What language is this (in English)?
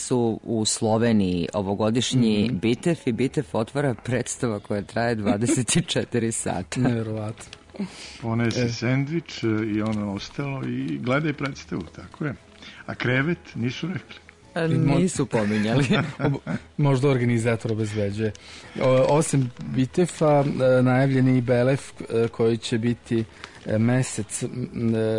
Serbian